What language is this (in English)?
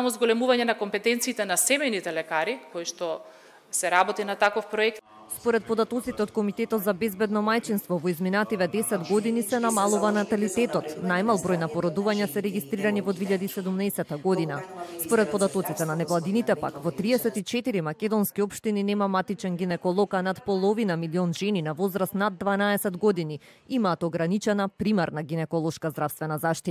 Macedonian